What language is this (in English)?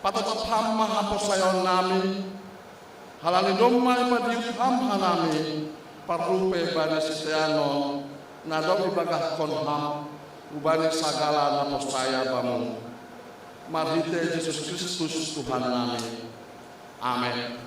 Batak Simalungun